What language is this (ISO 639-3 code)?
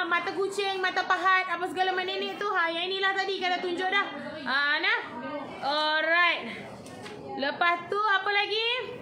msa